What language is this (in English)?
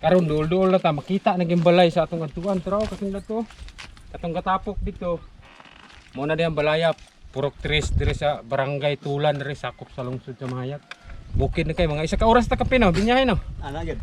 Cebuano